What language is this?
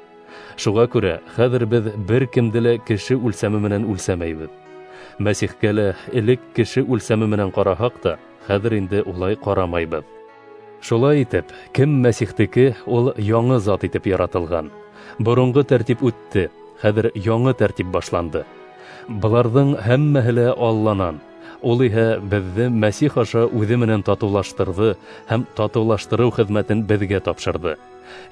Bashkir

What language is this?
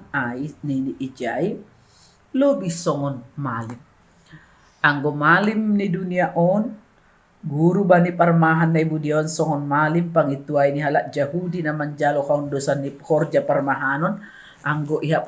Batak Simalungun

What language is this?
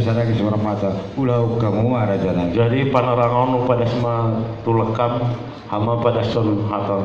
Batak Toba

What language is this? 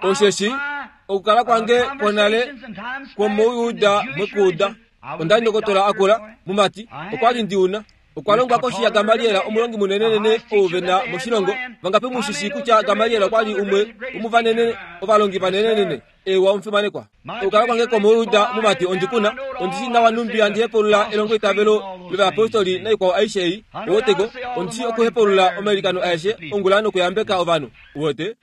Kuanyama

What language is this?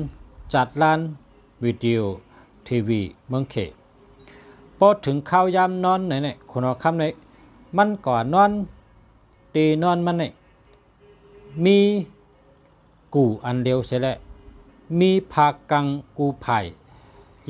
Shan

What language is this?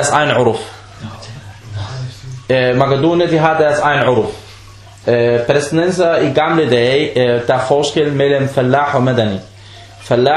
Danish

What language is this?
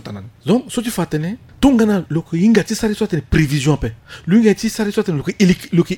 Sango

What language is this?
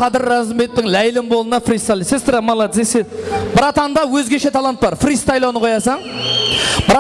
Kara-Kalpak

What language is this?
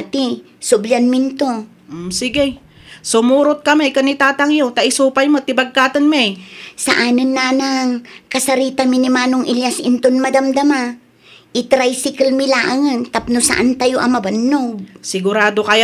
Iloko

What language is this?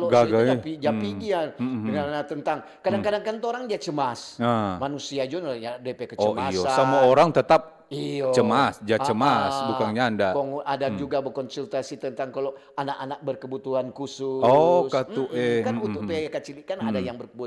Manado Malay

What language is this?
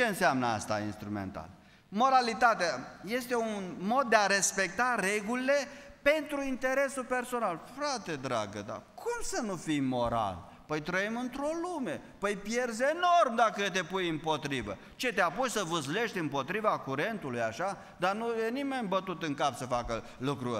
Romanian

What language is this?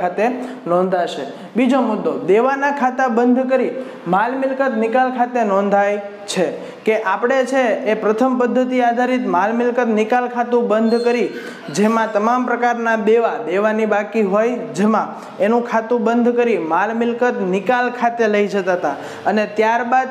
Gujarati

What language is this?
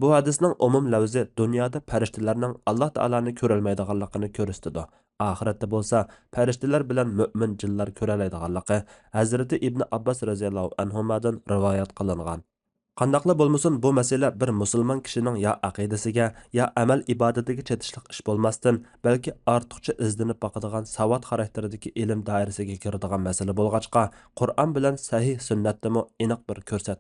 Uyghur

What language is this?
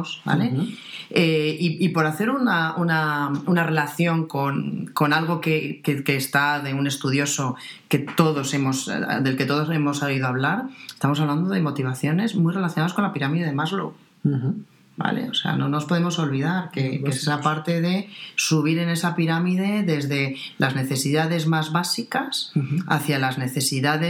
Spanish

